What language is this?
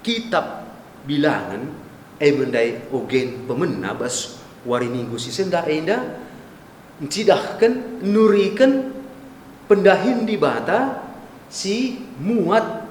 Batak Karo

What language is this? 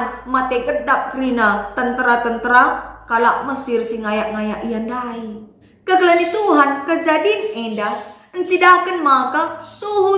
Batak Karo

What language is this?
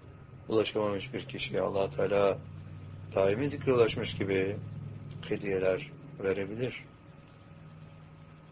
Turkish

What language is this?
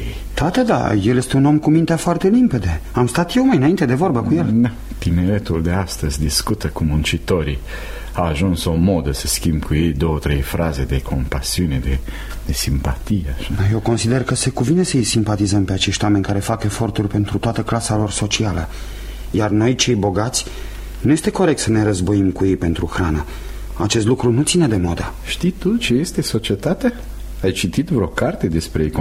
Romanian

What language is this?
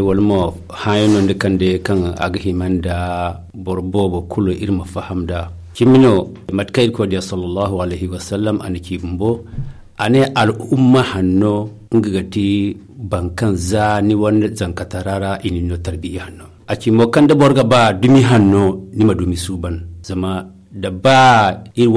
Zarma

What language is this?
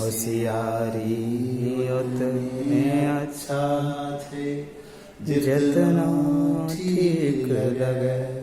Angika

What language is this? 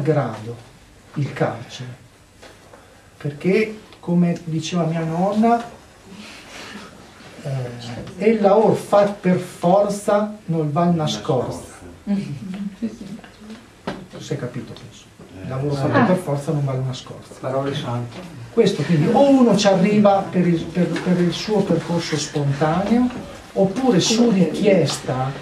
Italian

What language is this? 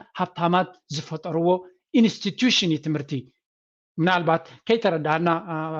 Tigrinya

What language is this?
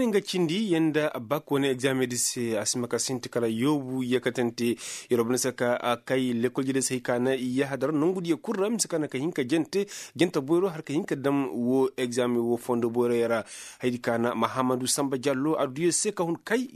Koyraboro Senni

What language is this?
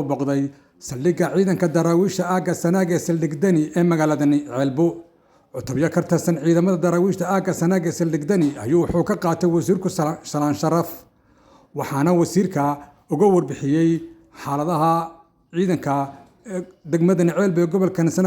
Somali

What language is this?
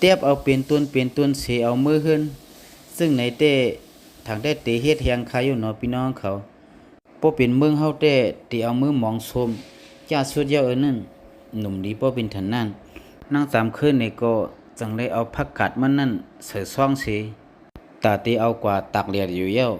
Shan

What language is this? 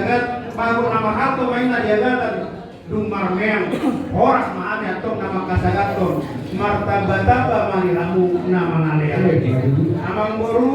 Batak Toba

